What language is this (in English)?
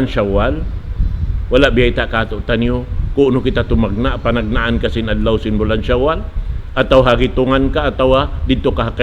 Tausug